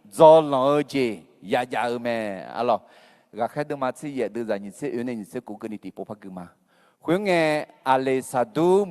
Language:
Akha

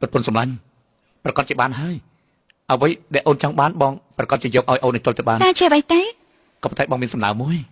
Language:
Khmer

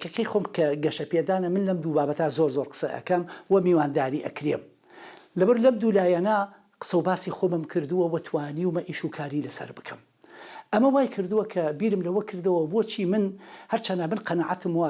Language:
Central Kurdish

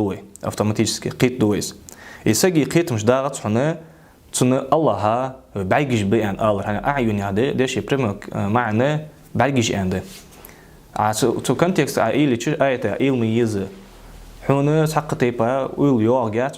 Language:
Ingush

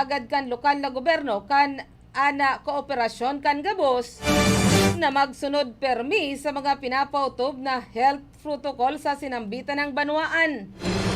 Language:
Bikol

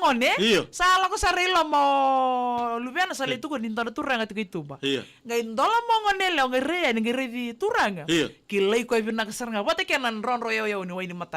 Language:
Fijian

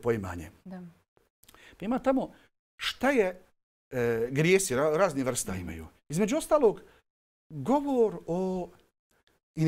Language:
Bosnian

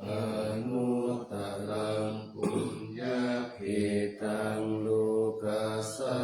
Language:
Pali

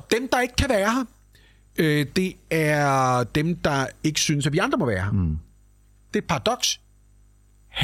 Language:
Danish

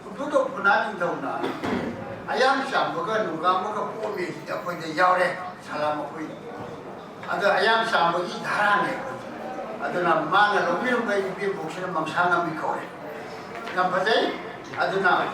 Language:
Manipuri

